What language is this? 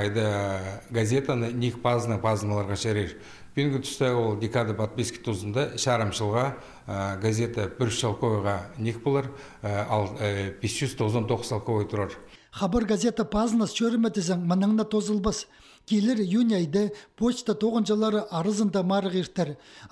Khakas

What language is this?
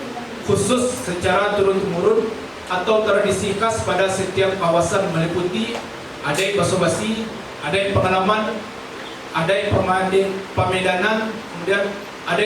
Minangkabau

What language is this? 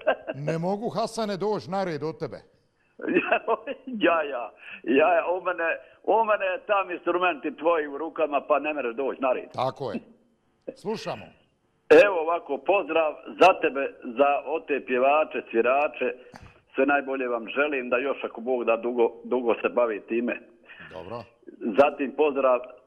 Bosnian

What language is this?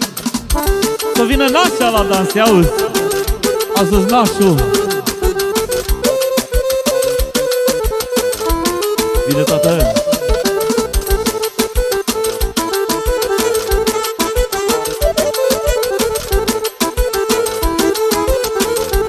Romanian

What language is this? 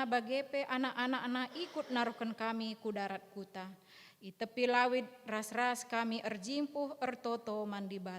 Batak Karo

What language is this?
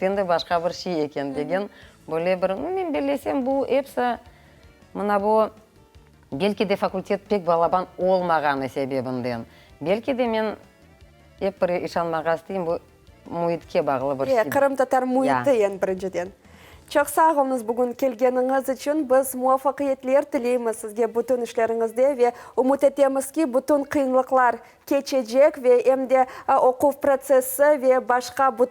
Crimean Tatar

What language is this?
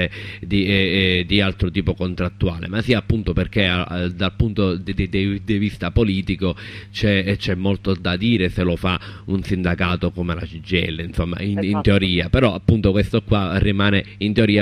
Italian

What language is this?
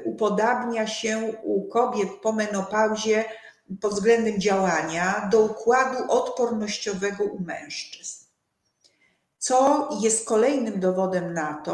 Polish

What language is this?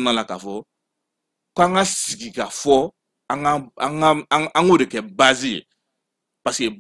Bambara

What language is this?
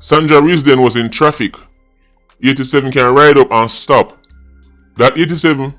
Jamaican Creole English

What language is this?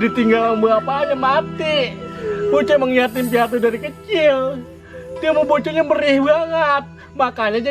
Betawi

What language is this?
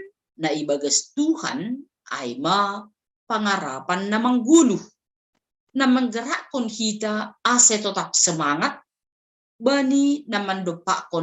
Batak Simalungun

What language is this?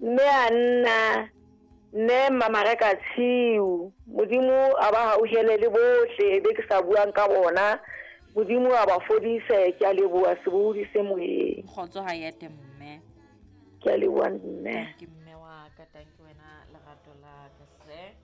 Southern Sotho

